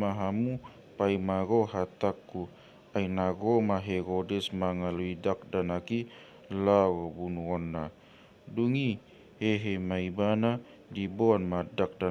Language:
Batak Toba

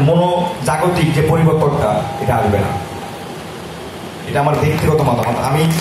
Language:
Bangla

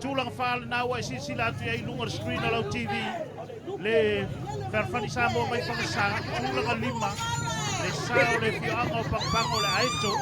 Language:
Samoan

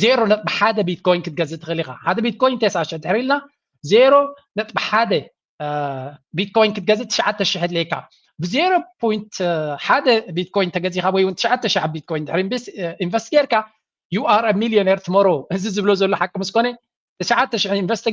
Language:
Tigrinya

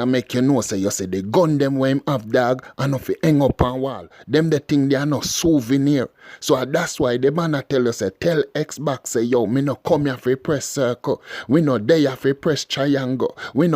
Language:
Jamaican Creole English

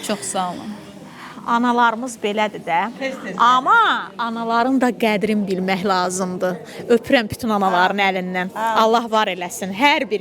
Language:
Azerbaijani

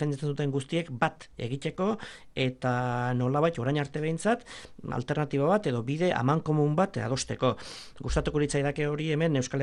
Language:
Basque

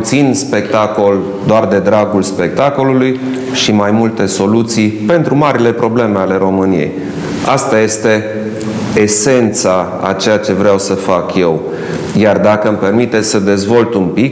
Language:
Romanian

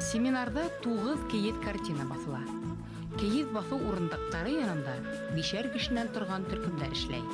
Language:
Bashkir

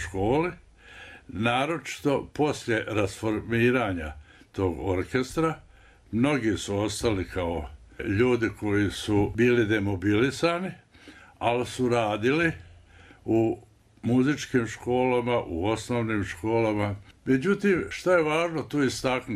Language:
Bosnian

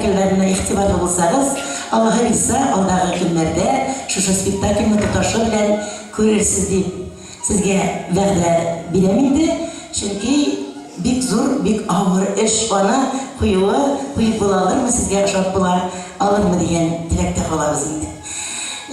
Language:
Tatar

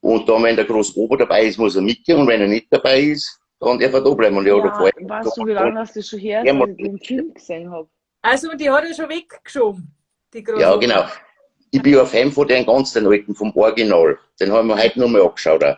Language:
Bavarian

